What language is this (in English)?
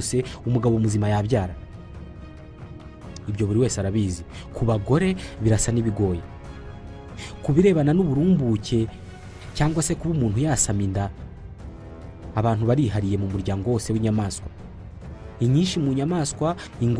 Kinyarwanda